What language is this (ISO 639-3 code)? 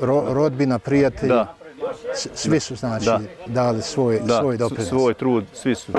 bos